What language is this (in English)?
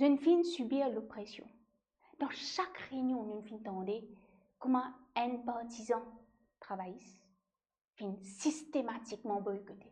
Morisyen